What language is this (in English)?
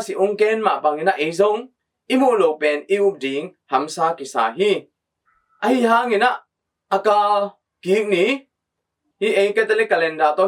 Tedim Chin